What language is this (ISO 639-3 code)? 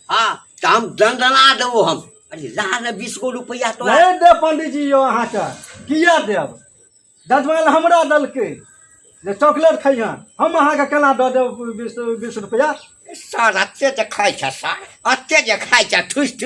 mai